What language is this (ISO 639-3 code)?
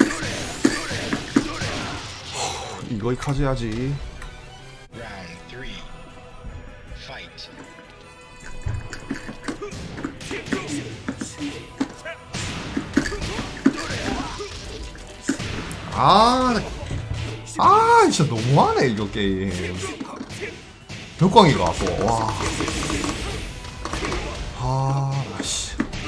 kor